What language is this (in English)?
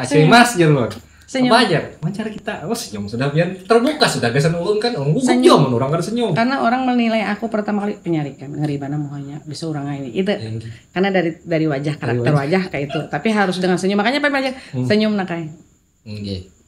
Banjar